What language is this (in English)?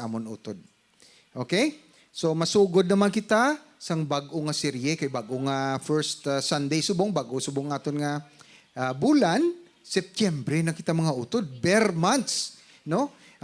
Hiligaynon